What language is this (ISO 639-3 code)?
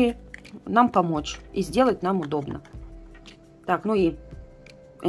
rus